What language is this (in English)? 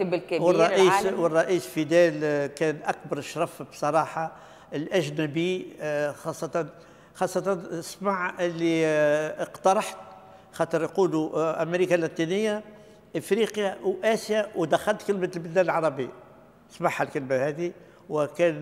Tunisian Arabic